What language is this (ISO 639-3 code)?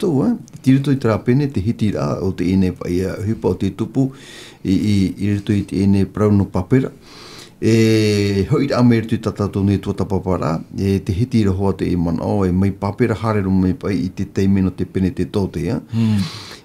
tah